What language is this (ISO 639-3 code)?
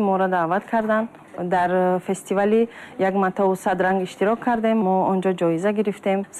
tgk